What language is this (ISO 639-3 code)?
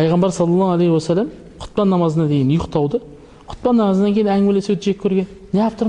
kaz